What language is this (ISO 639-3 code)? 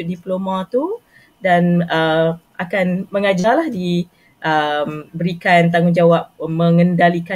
msa